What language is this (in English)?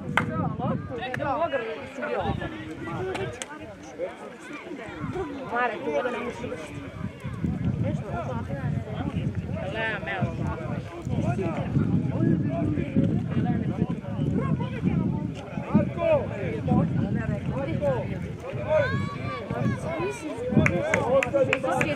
Serbian